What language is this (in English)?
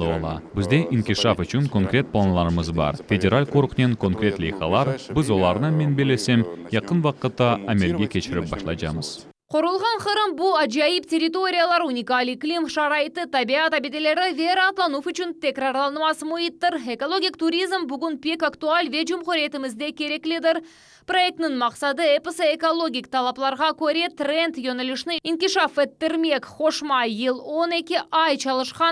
Crimean Tatar